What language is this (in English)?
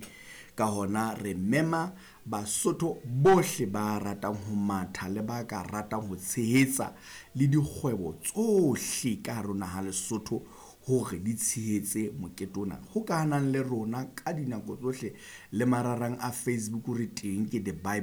Southern Sotho